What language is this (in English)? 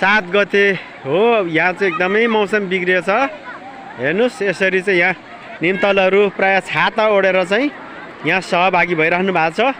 Nepali